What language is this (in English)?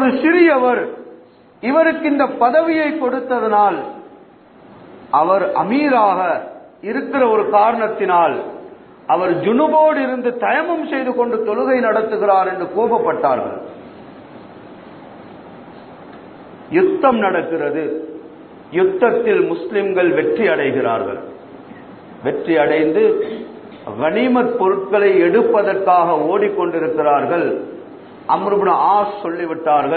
Tamil